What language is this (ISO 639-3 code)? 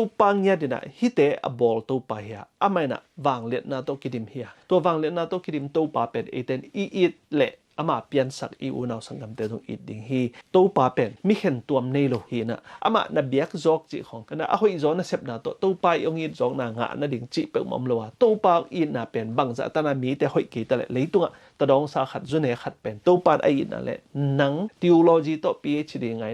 ctd